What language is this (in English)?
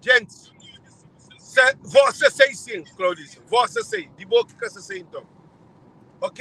Kabuverdianu